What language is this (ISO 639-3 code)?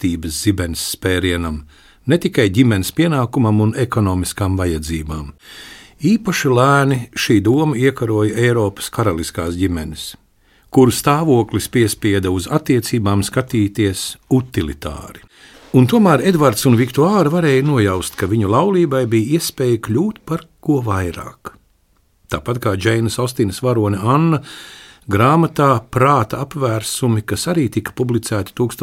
lav